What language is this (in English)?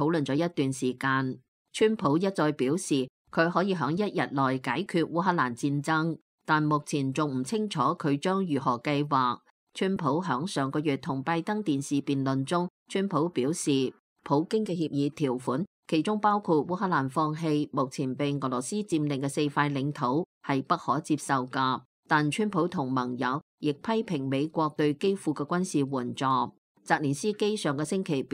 Cantonese